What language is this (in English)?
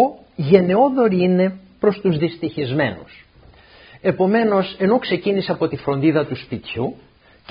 Greek